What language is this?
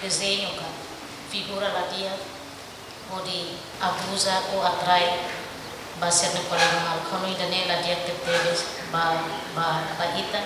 Tetum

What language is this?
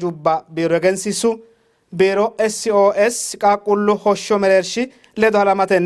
Sidamo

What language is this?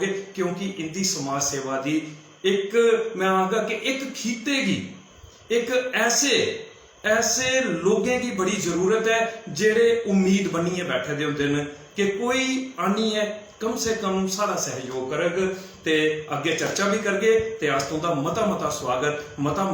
Dogri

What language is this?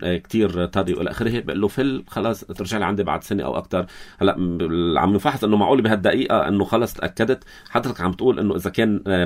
North Levantine Arabic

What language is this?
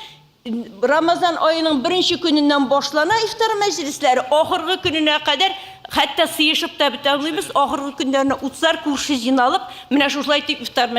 Tatar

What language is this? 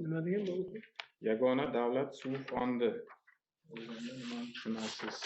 Uzbek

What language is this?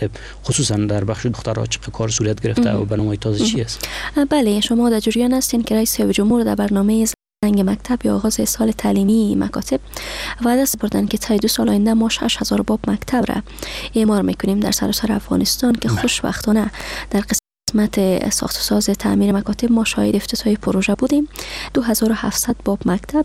Persian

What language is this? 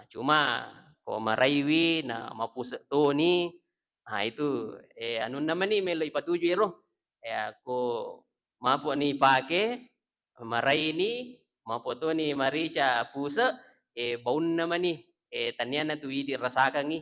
Buginese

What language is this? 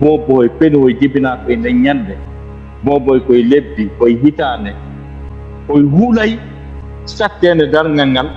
Fula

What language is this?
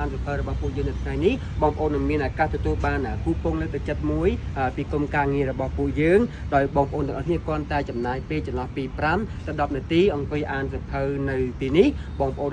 Khmer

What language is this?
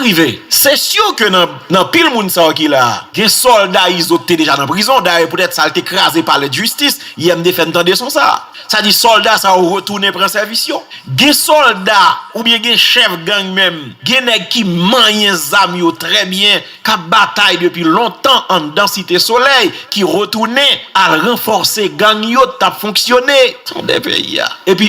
Haitian Creole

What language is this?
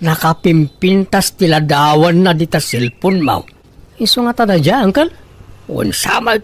Iloko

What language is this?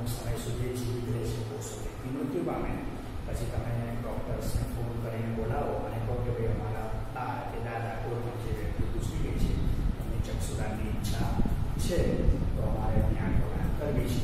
Gujarati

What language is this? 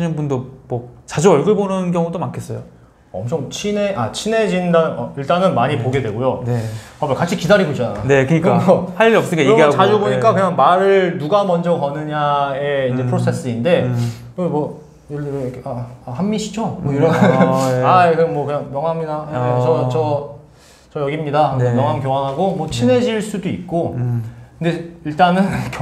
Korean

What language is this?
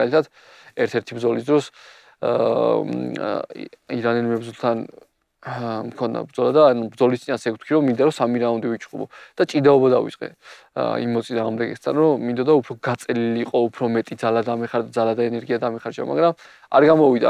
Georgian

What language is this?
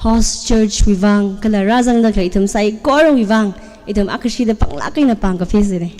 Tangkhul Naga (India)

